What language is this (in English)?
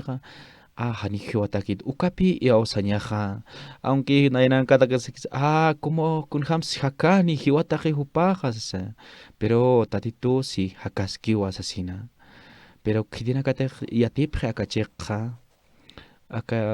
Aymara